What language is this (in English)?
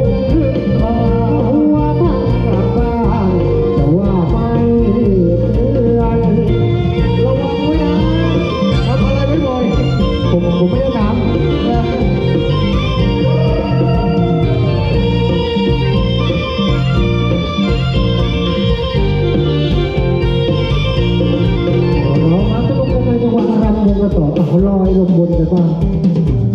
Thai